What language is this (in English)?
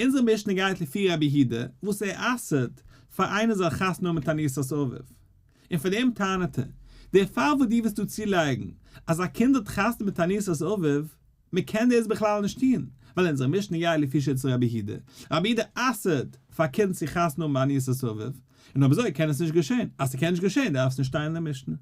Yiddish